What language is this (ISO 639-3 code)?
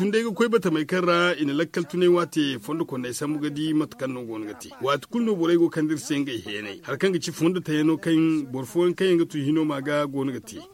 dje